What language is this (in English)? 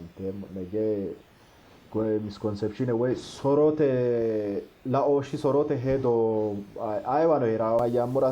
Sidamo